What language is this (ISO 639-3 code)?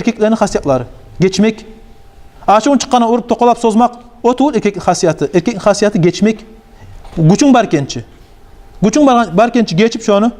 kum